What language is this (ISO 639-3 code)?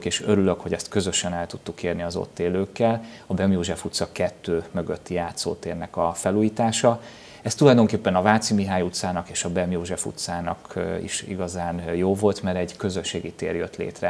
hun